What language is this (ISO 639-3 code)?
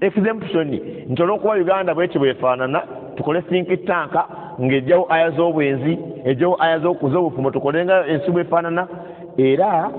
lug